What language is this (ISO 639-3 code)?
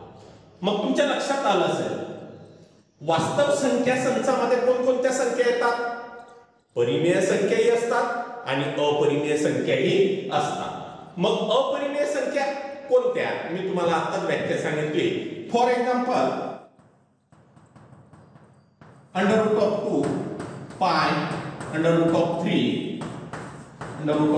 mar